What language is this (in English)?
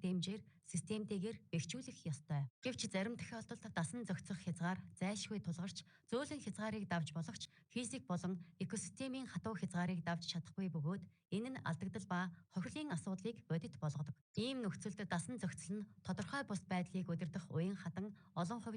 Mongolian